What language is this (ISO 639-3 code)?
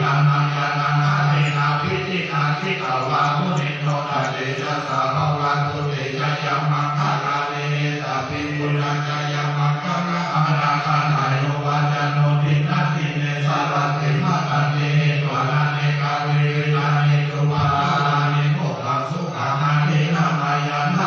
pli